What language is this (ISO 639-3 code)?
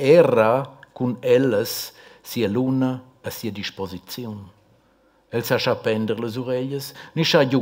roh